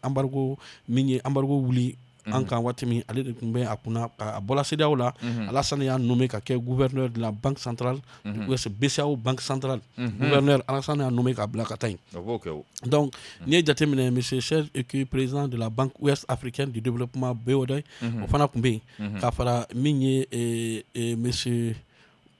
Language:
Bambara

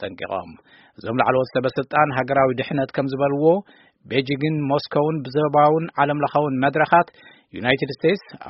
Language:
Tigrinya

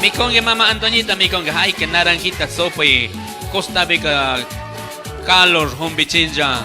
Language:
Chimborazo Highland Quichua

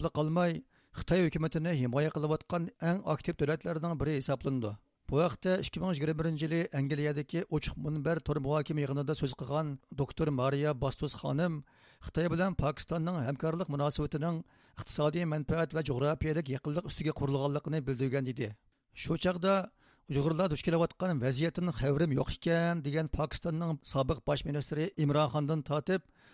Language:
Uyghur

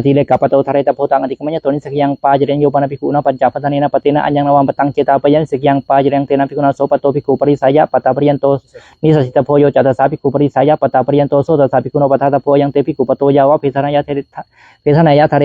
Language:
Pali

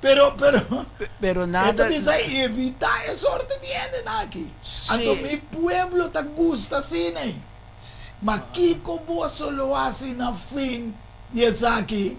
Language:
Papiamento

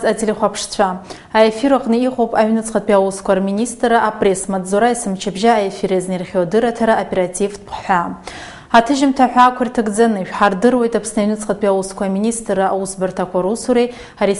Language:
Abkhazian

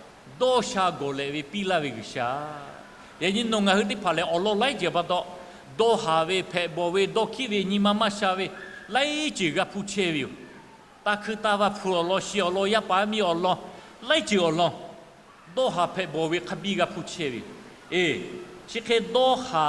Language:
Lahu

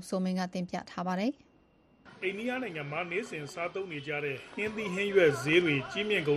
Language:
Burmese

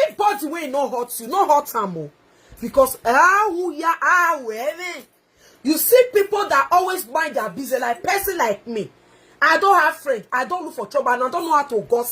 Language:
Nigerian Pidgin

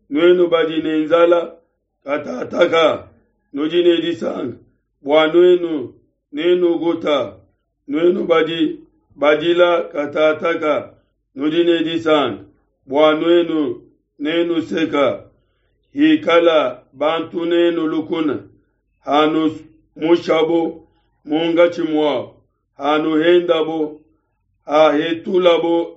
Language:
Luba-Lulua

